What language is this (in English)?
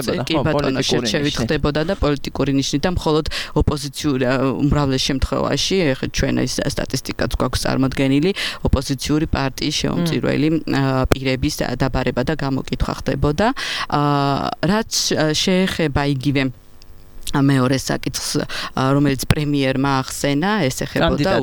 Georgian